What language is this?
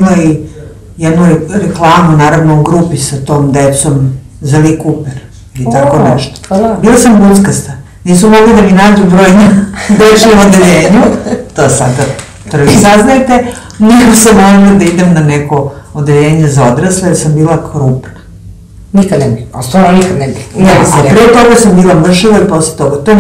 Serbian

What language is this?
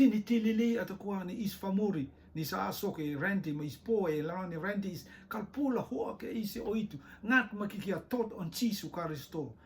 Rotuman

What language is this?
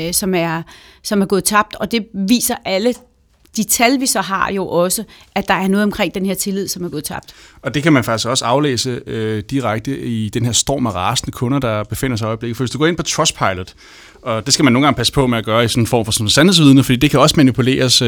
Danish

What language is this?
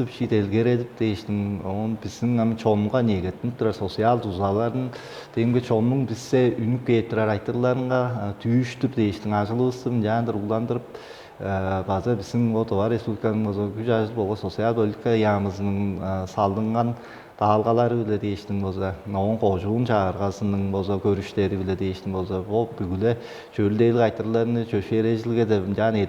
Tuvinian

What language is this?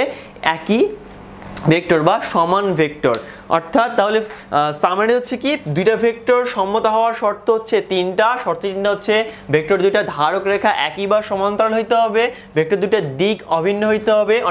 Bangla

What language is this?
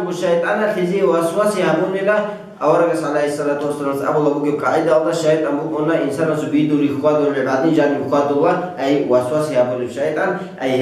Avaric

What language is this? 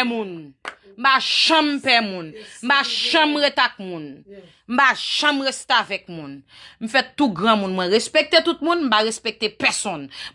Haitian Creole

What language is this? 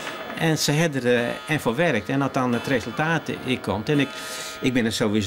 Western Frisian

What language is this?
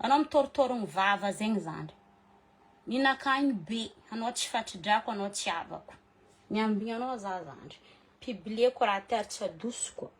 Malagasy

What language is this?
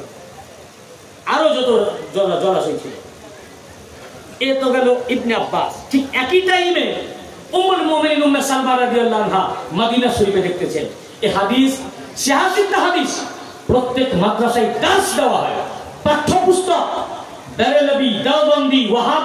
Bangla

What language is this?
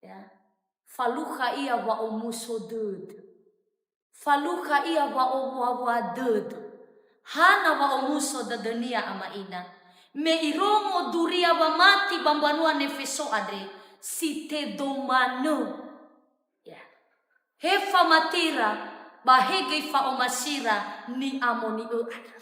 Nias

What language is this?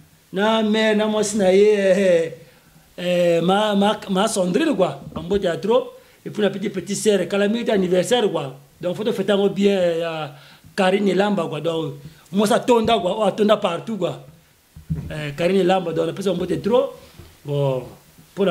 Lingala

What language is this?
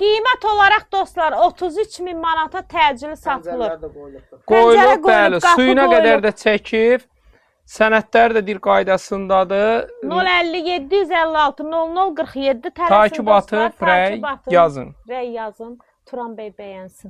Azerbaijani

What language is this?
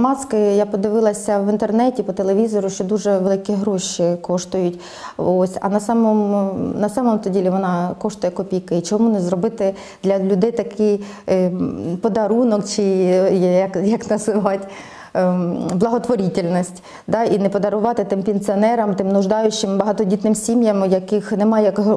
Ukrainian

